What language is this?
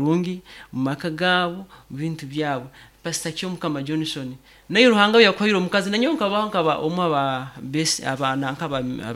Nyoro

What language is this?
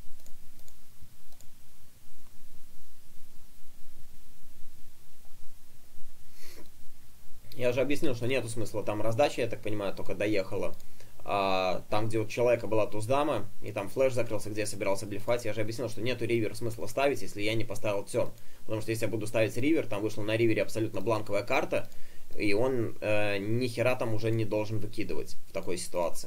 Russian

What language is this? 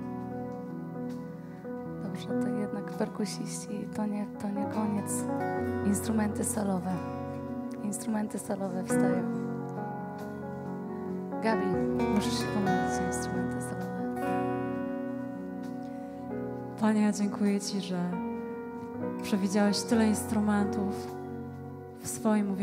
Polish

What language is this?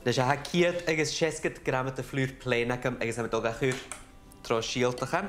Scottish Gaelic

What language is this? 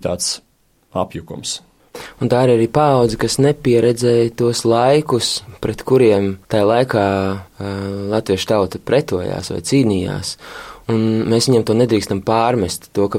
Latvian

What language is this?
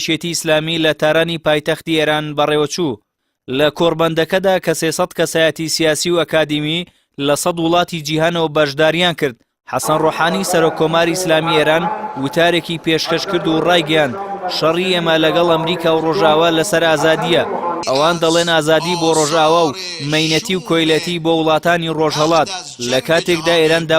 Central Kurdish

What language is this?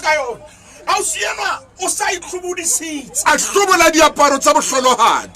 Southern Sotho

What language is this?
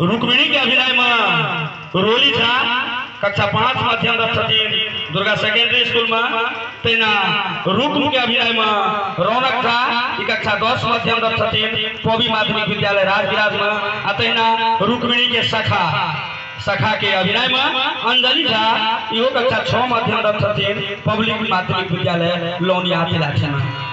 Maithili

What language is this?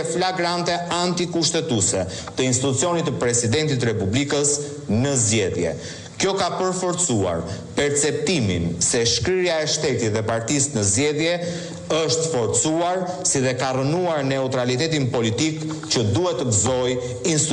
Albanian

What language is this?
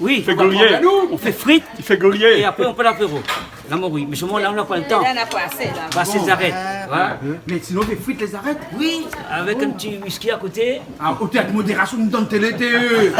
Réunion Creole French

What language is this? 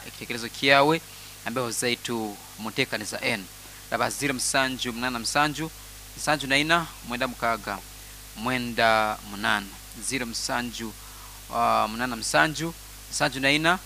Nyoro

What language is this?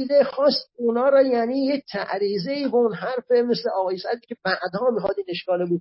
Persian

